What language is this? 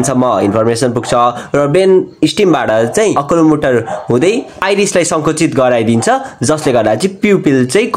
Nepali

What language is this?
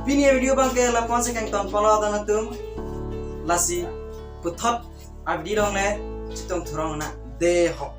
Karbi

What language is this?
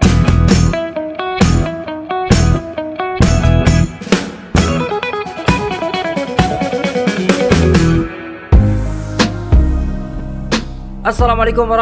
Malay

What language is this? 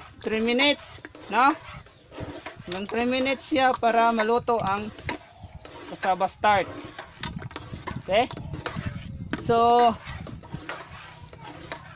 Filipino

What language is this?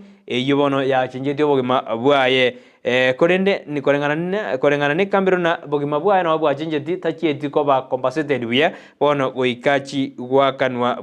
Gusii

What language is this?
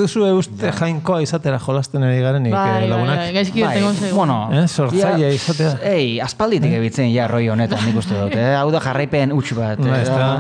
Basque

